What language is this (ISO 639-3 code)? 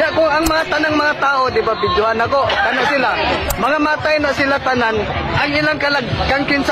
ceb